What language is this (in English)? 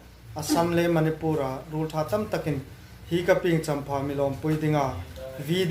Hmar